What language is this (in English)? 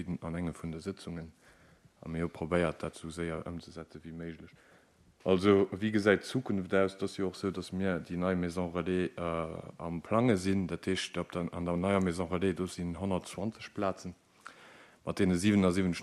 Luxembourgish